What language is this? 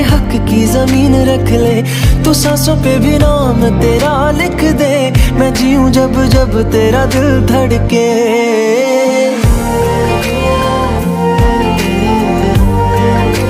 Hindi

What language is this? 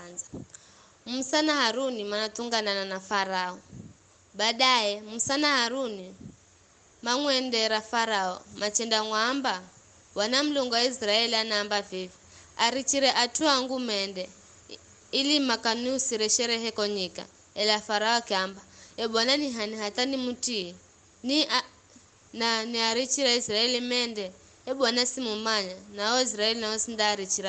Giryama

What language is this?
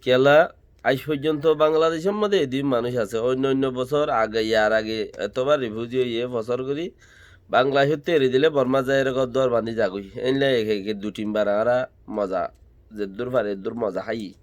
Rohingya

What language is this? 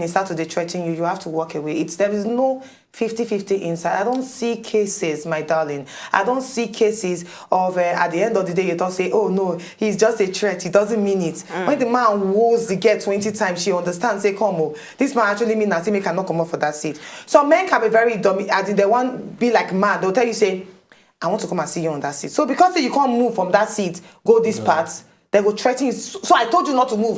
Nigerian Pidgin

